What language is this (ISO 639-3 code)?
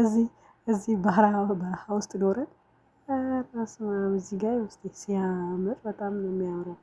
amh